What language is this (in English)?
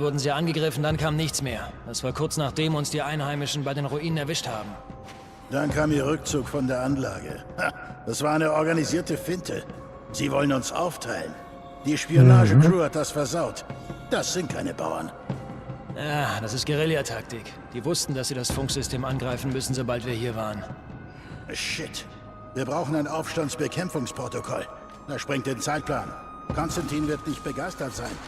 Swiss German